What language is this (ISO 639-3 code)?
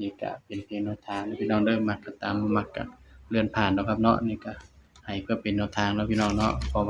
tts